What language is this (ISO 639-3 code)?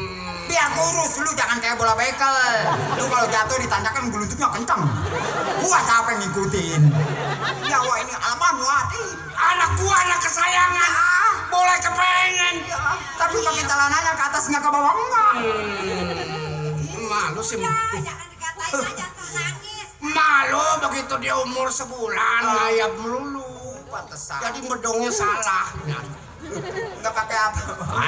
bew